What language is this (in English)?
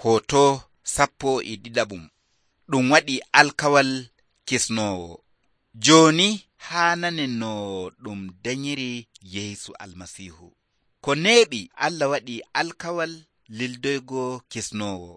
Nigerian Fulfulde